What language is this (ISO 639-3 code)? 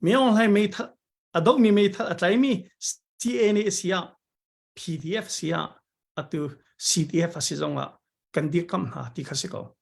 cnh